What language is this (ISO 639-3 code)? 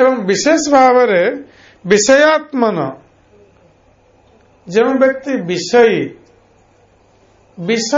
ori